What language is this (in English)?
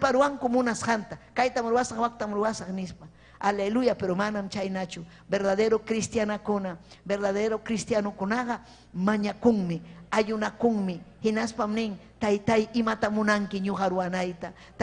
Ayacucho Quechua